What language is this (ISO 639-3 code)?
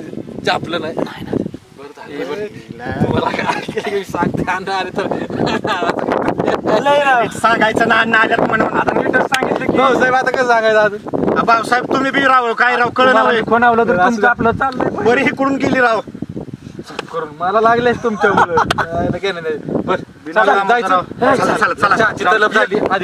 mar